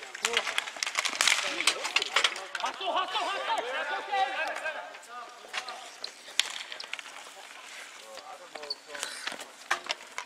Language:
English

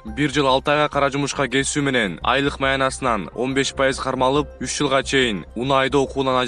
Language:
Kyrgyz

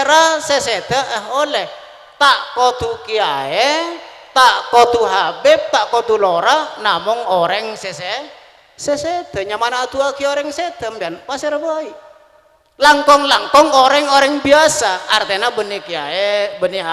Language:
Madurese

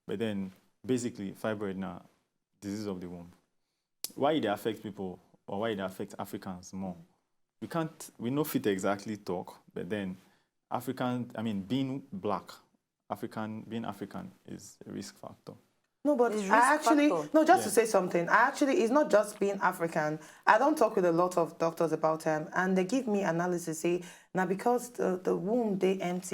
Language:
Nigerian Pidgin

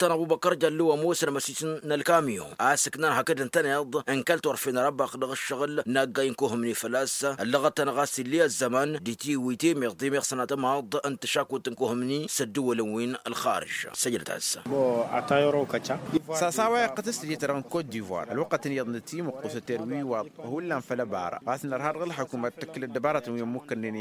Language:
Tamasheq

